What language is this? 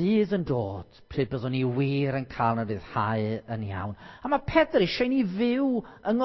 Welsh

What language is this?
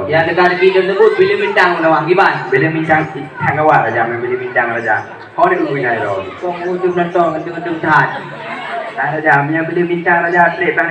Achinese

